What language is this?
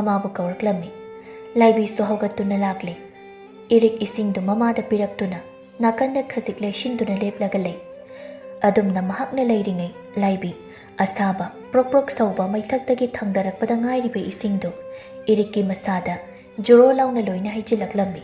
Manipuri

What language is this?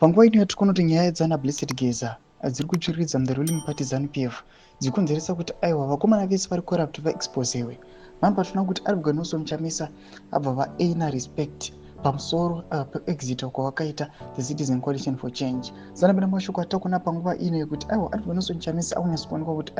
Shona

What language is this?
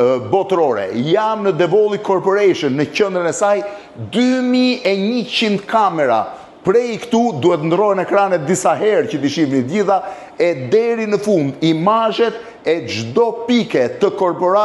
Albanian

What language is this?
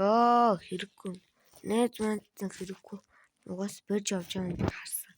Mongolian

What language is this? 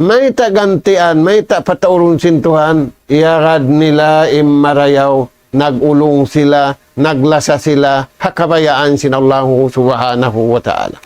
Tausug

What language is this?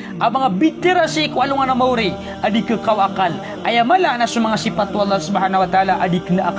Maranao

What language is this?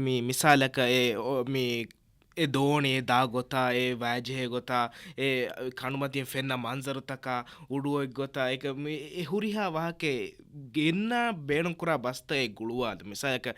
Divehi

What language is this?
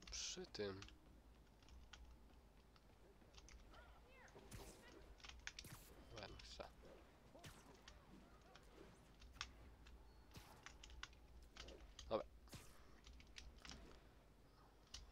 Polish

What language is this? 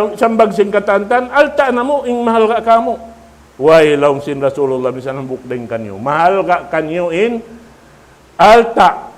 Tausug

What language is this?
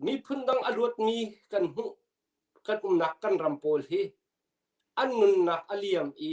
Hakha Chin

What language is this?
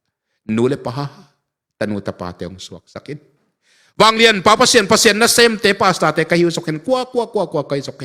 Tedim Chin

